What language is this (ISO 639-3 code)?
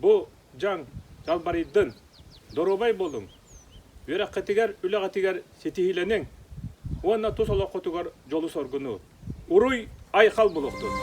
sah